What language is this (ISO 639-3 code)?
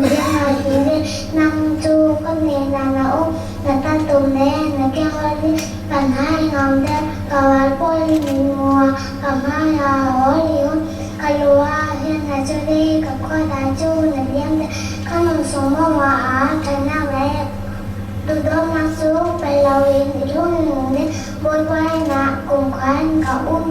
cfm